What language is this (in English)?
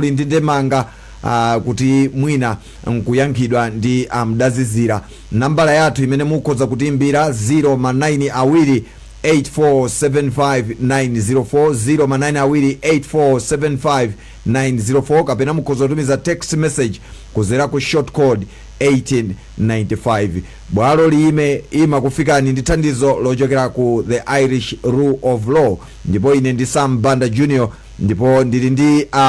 Nyanja